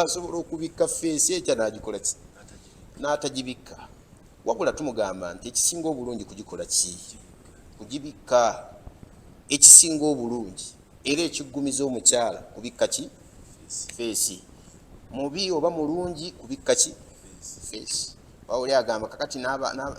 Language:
Ganda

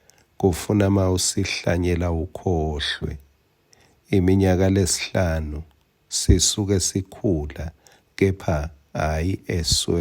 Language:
Swati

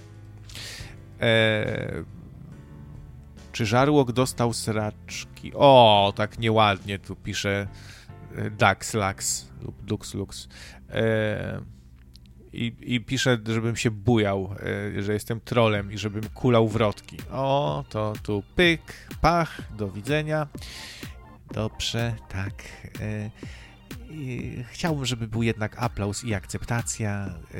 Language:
Polish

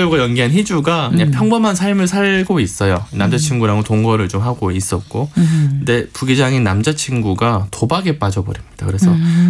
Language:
Korean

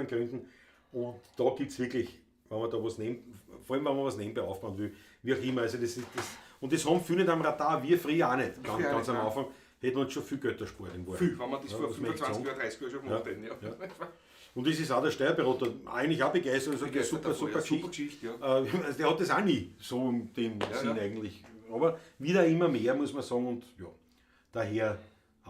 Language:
Bavarian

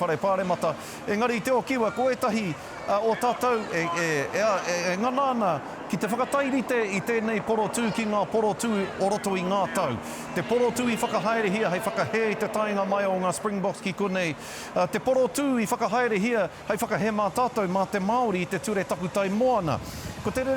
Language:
Māori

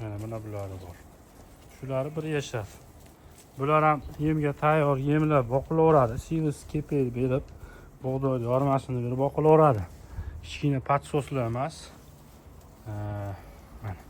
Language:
Uzbek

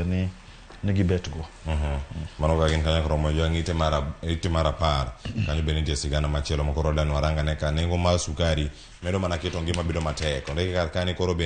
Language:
Luo (Kenya and Tanzania)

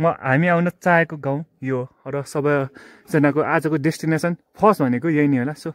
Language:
Nepali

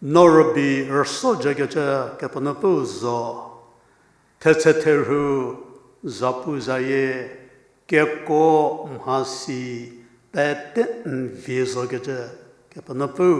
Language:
Angami Naga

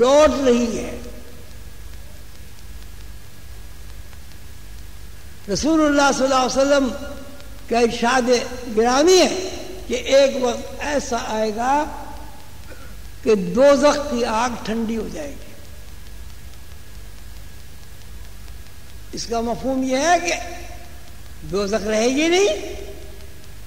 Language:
Urdu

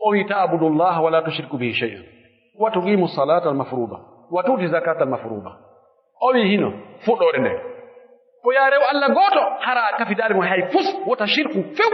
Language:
Pular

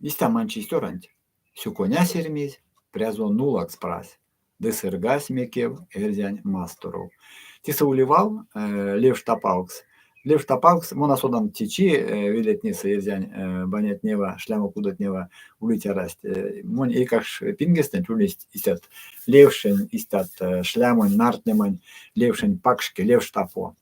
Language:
Erzya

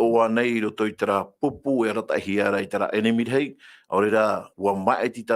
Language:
Tahitian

